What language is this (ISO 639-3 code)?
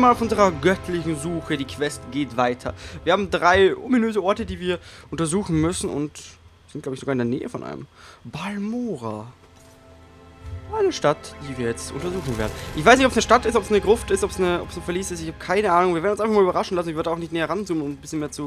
deu